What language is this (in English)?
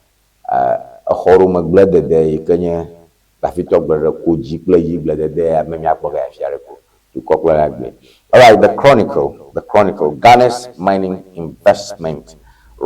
Ewe